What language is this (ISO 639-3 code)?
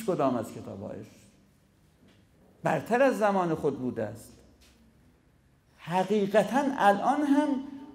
fas